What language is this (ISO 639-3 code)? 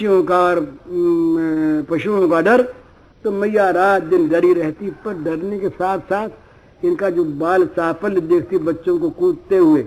hin